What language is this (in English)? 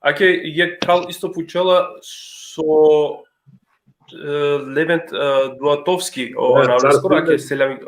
Balkan Romani